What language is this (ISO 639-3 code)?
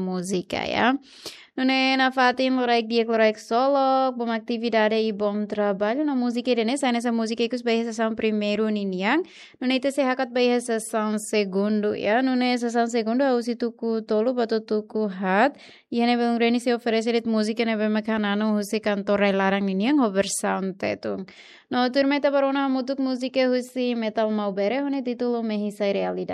tet